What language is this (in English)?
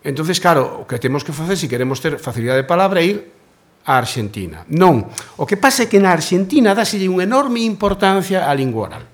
Galician